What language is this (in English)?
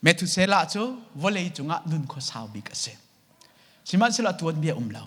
Hakha Chin